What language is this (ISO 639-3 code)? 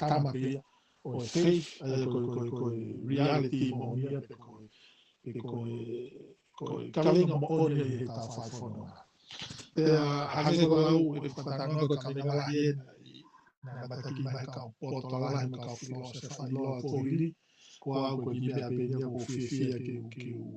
ton